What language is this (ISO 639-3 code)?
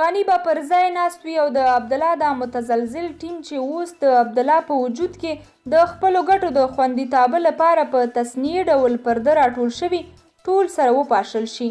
pus